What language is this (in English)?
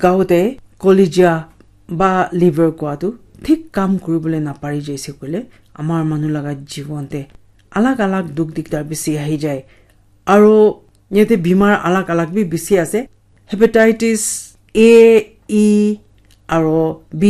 Naga Pidgin